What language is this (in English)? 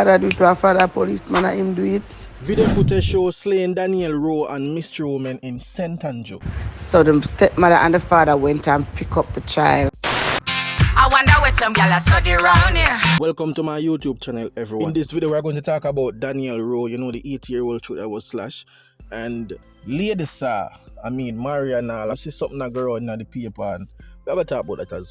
Jamaican Creole English